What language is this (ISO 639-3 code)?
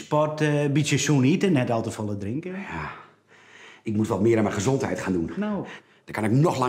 fry